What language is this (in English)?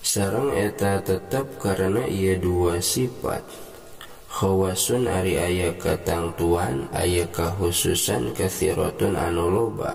Sundanese